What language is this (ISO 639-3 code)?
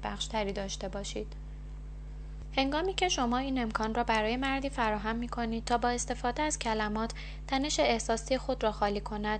fas